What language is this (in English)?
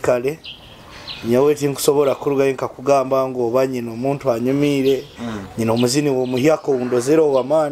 Nyoro